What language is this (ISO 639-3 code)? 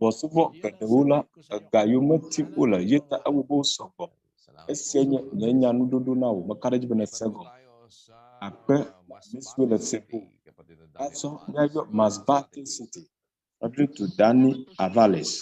ewe